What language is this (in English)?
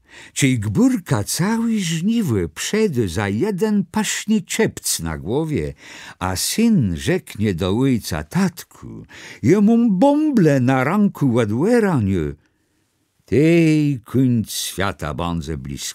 Kashubian